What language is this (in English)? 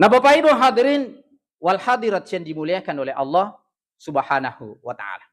Buginese